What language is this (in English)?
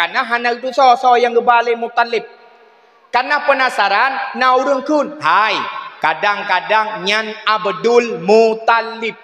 Achinese